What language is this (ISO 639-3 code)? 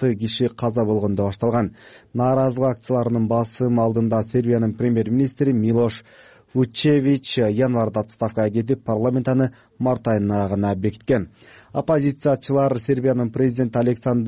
kir